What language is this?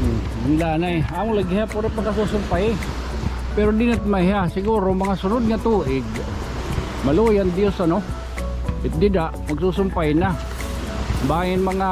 Waray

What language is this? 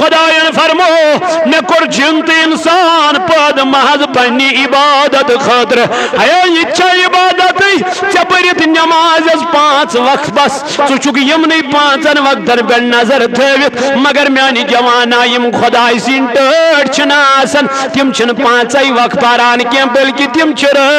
Kashmiri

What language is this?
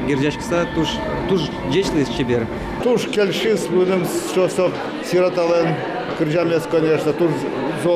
Udmurt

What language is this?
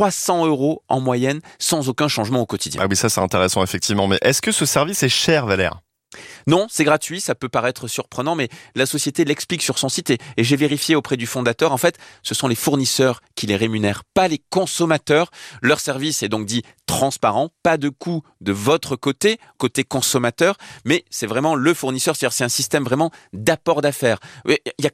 French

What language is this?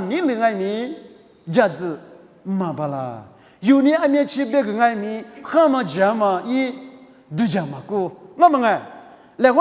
Lisu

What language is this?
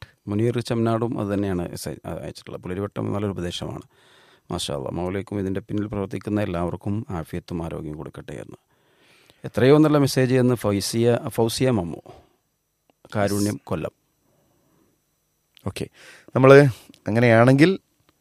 Malayalam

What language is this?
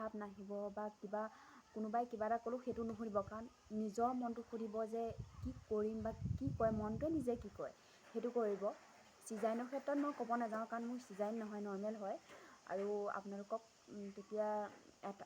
Assamese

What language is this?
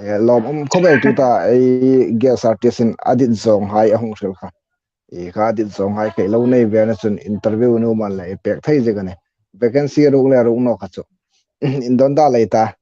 Hmar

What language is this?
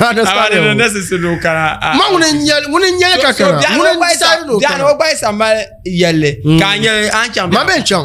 Dagbani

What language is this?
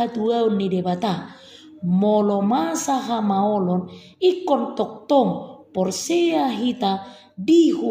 Batak Toba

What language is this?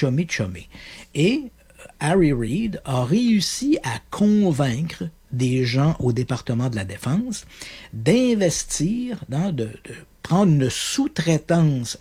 French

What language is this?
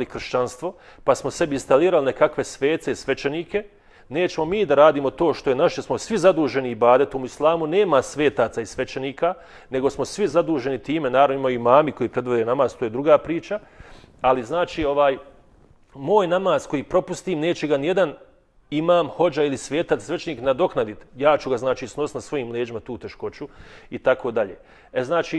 Bosnian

